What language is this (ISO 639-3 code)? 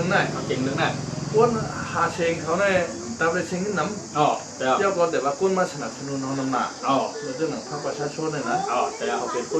shn